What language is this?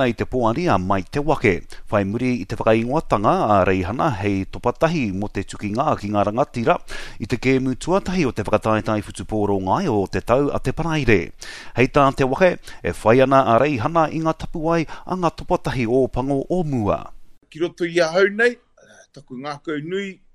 Māori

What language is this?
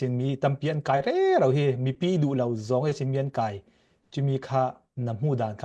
Falam Chin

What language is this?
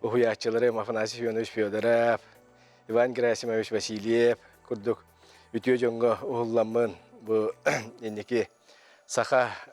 Yakut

